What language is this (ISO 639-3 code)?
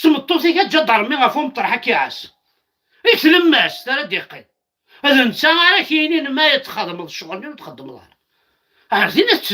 kab